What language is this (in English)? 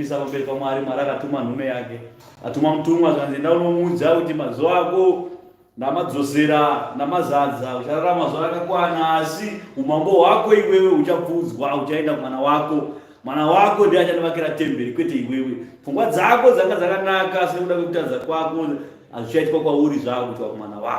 Shona